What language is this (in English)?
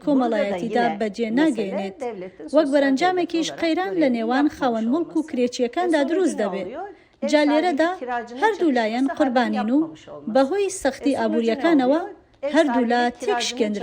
Central Kurdish